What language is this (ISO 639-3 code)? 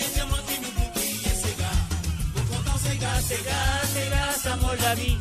mfe